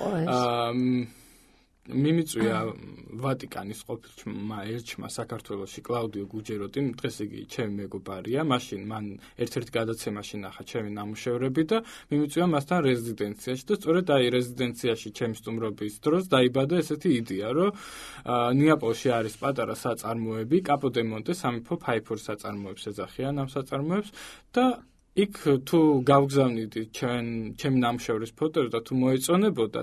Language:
Georgian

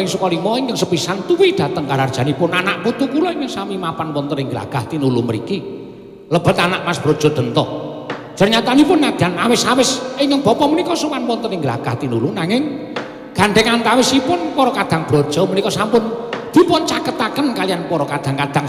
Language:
Javanese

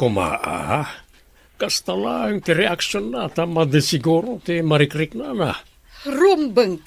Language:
Iloko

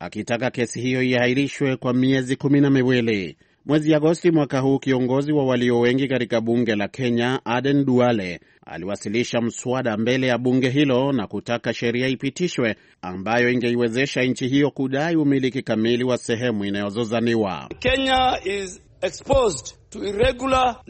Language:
Swahili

